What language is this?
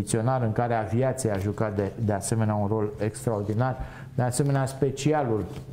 Romanian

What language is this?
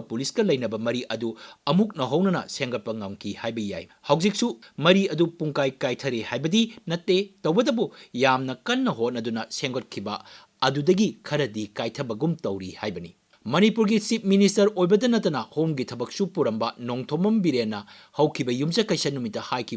Manipuri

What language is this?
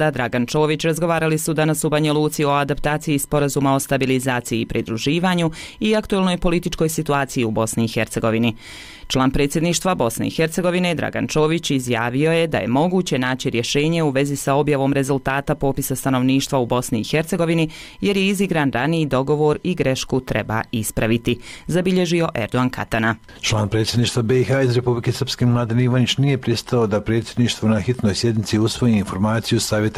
Croatian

